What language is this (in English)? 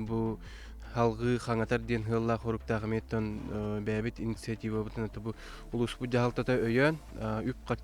Yakut